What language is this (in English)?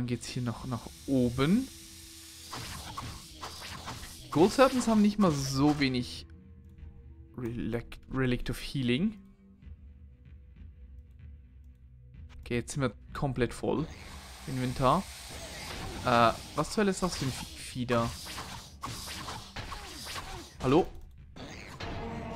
German